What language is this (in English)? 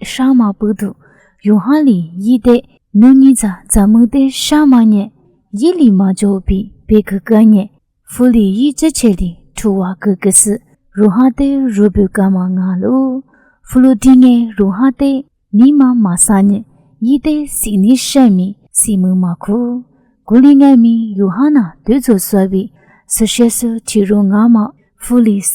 Lisu